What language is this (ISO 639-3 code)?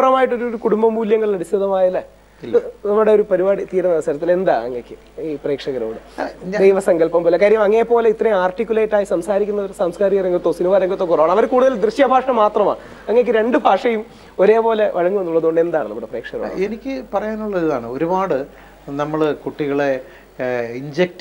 mal